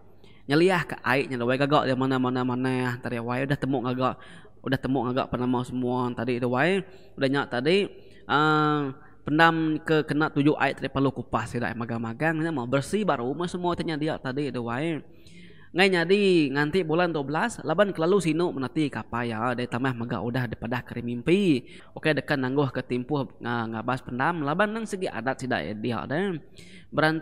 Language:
Iban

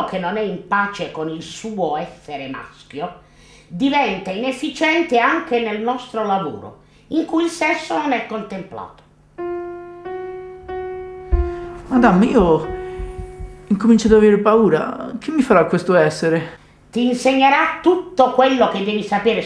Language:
Italian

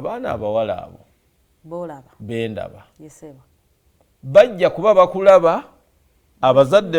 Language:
Ganda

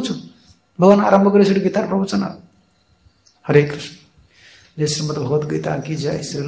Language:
Odia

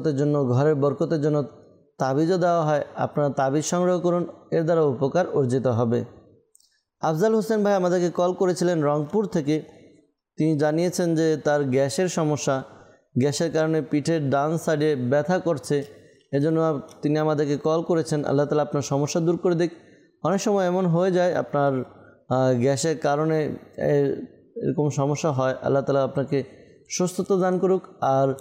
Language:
Bangla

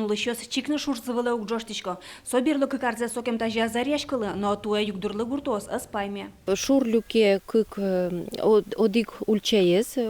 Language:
Udmurt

